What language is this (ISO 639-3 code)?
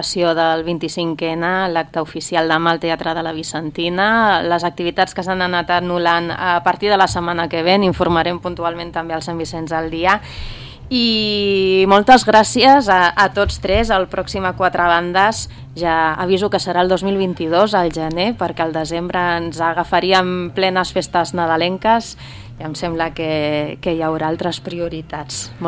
cat